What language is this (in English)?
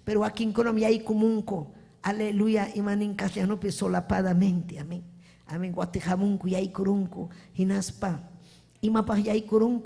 Ayacucho Quechua